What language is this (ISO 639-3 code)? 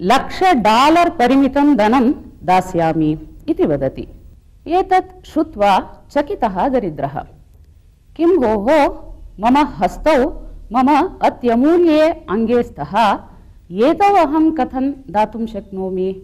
san